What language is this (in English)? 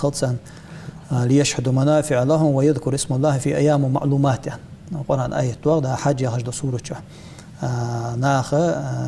Ingush